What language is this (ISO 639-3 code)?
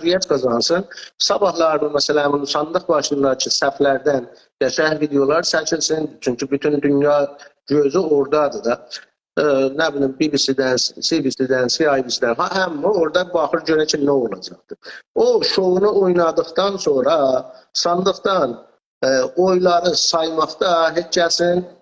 azb